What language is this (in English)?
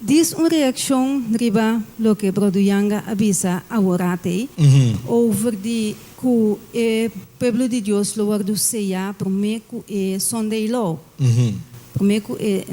Papiamento